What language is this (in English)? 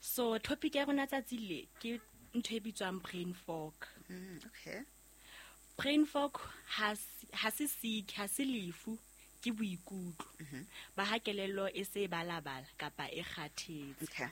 Southern Sotho